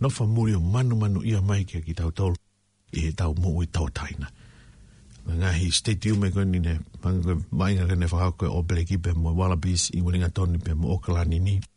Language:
Tongan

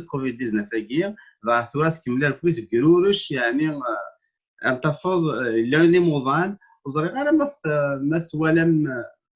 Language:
Kabyle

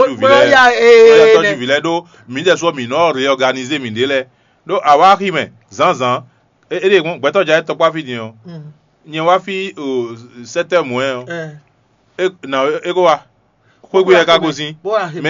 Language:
Fon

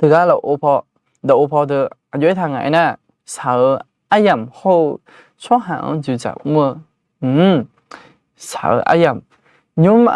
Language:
Akha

